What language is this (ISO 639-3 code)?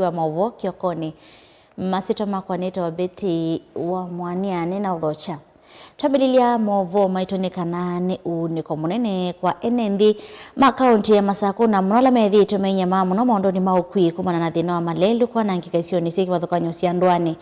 kam